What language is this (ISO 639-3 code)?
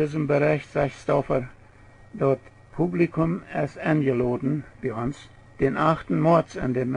pdt